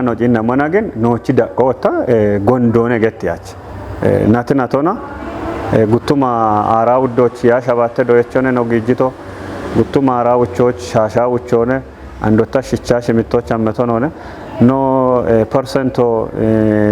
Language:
Kafa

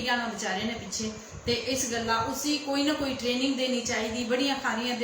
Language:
Dogri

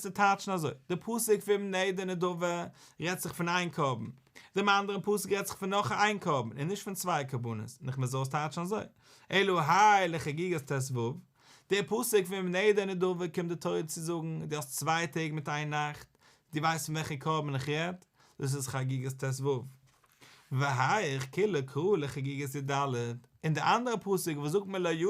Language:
Yiddish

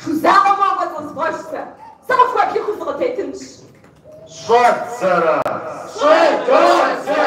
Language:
Kabardian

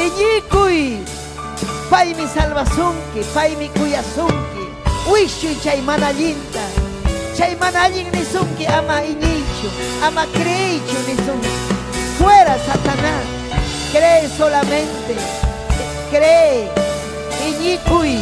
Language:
Ayacucho Quechua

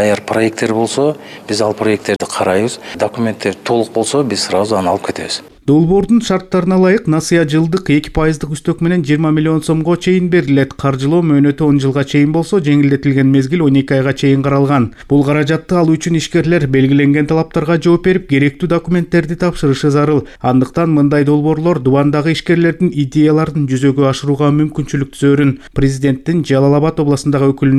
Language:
Kyrgyz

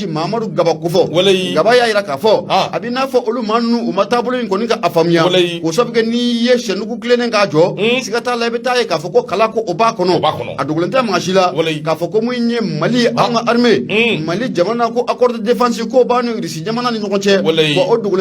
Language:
Bambara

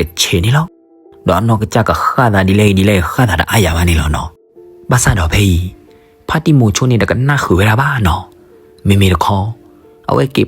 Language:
S'gaw Karen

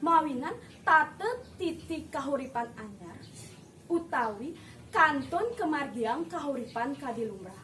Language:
Balinese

